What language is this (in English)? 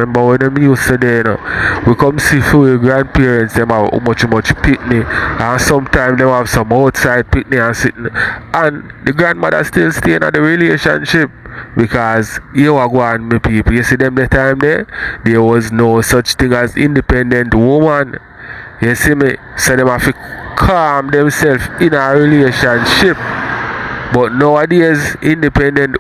Jamaican Creole English